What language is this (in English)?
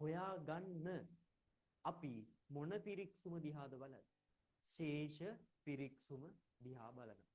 Sinhala